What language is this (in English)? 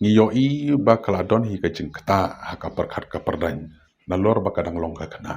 Khasi